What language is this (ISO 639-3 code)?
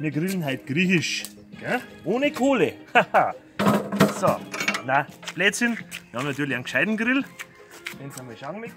bar